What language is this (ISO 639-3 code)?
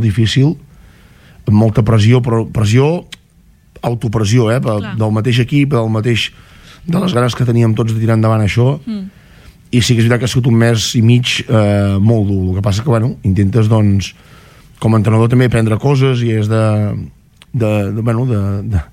cat